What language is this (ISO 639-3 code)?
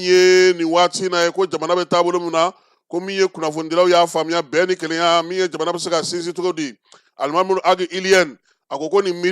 bam